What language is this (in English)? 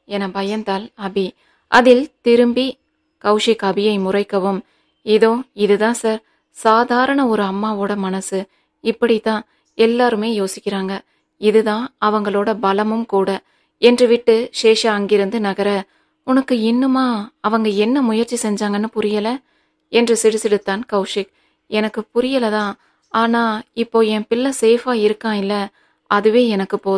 Tamil